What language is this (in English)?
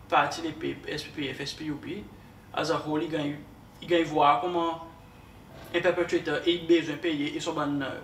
Seselwa Creole French